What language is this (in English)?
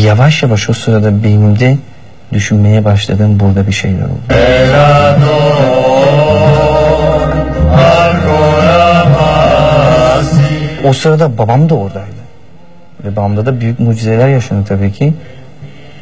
Turkish